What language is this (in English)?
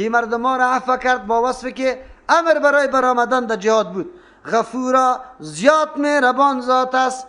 Persian